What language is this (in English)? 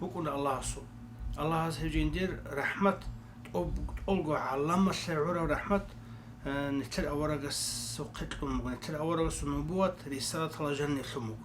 Avaric